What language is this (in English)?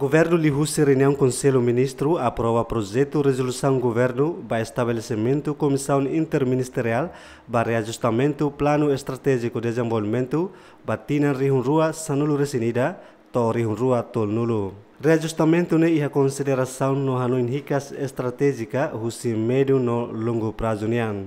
Tetum